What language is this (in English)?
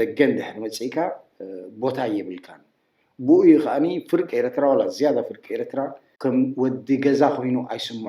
Tigrinya